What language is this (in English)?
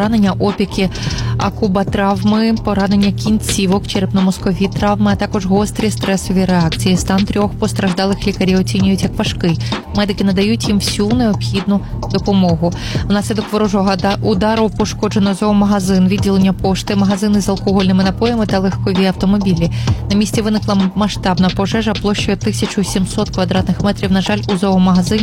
Ukrainian